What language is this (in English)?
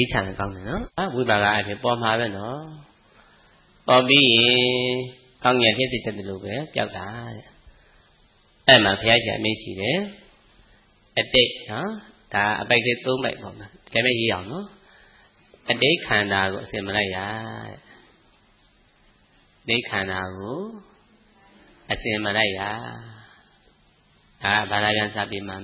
Burmese